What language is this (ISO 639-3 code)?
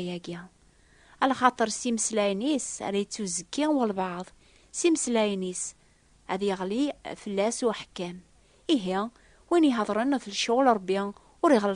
kab